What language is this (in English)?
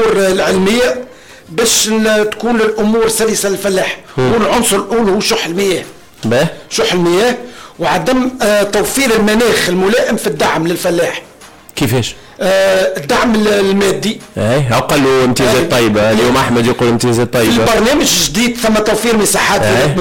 Tunisian Arabic